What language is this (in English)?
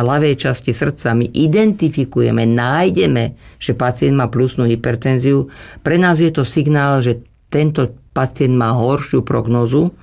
Slovak